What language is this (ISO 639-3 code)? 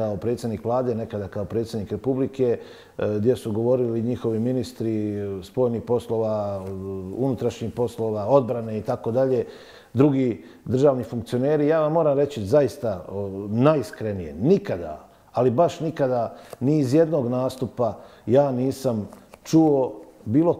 hrv